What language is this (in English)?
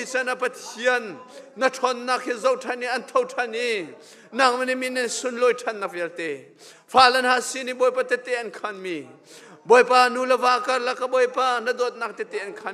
Hakha Chin